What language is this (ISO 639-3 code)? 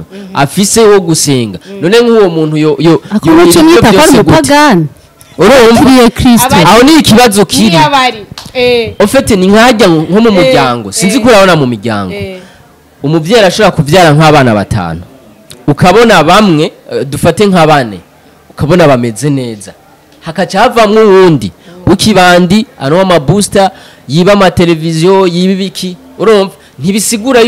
run